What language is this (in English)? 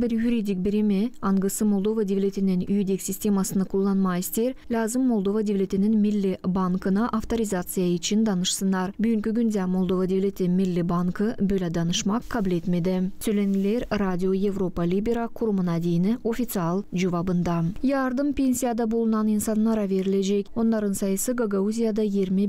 Gagauz